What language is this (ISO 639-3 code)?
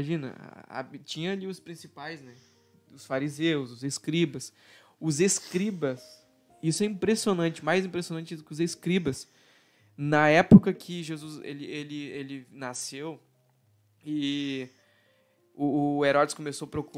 por